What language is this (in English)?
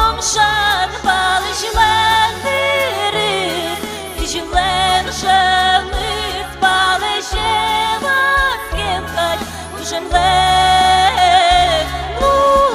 Udmurt